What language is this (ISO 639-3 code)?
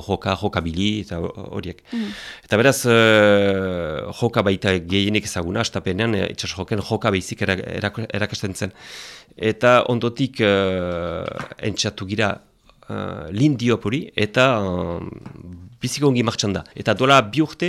eus